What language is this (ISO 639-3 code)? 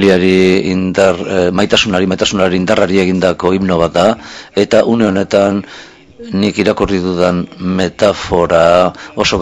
eus